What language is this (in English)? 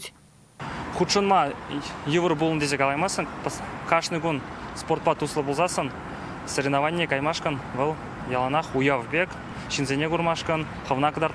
Chuvash